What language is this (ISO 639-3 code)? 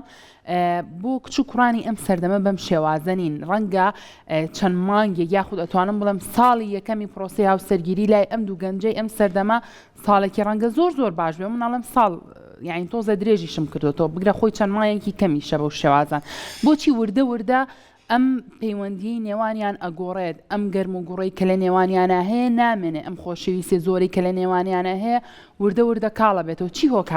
ckb